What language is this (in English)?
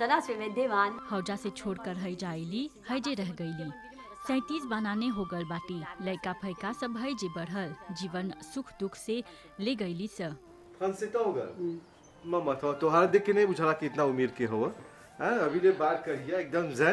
Bhojpuri